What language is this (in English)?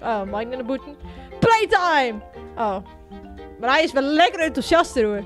Western Frisian